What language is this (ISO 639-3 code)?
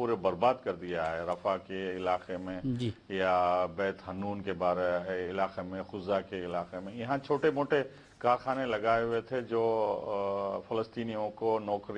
urd